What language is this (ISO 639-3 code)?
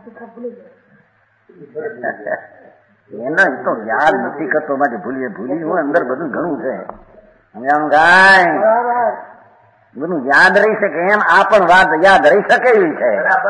guj